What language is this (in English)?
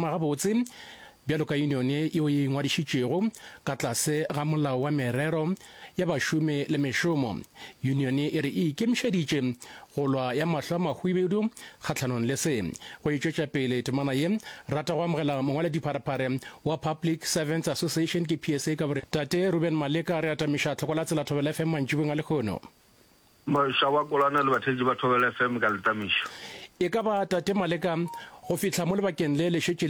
Northern Sotho